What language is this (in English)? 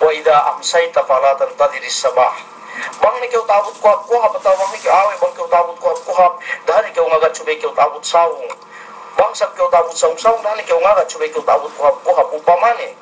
Yakan